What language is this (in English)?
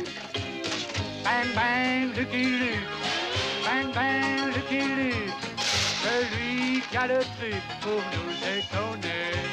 French